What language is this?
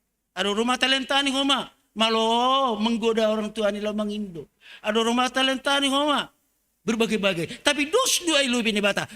Batak Simalungun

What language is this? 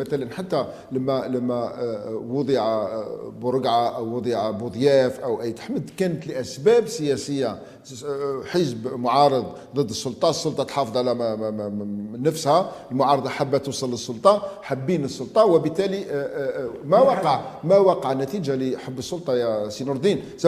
Algerian Arabic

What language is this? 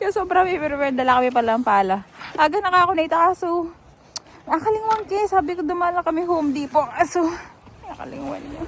Pampanga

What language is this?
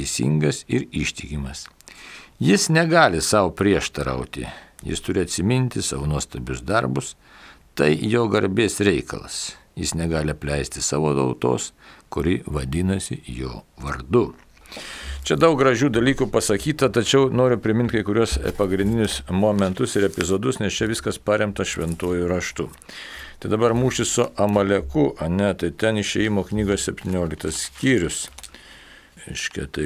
Lithuanian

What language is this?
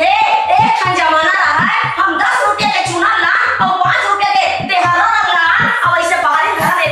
Chhattisgarhi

